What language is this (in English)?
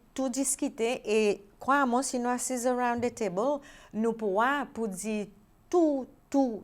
Seselwa Creole French